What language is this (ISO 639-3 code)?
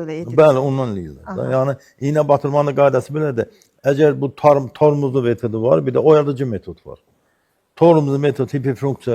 aze